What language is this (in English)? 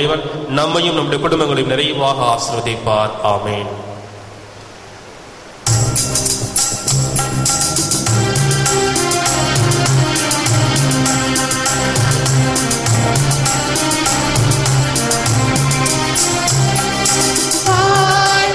Tamil